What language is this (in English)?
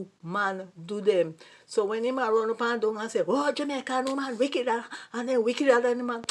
Jamaican Creole English